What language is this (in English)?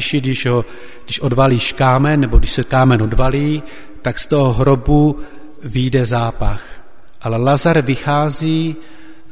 Czech